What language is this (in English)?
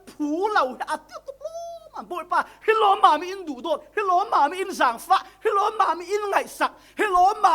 Falam Chin